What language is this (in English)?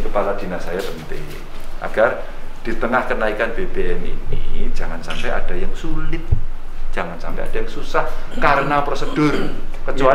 Indonesian